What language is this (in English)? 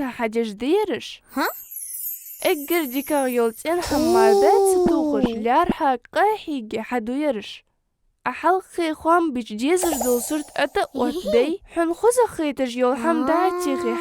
Ingush